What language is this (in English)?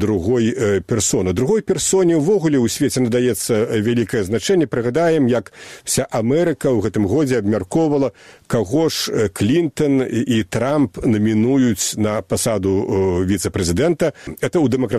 Belarusian